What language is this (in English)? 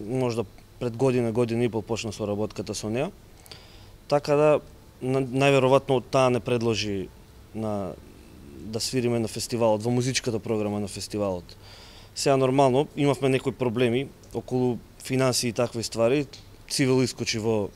Macedonian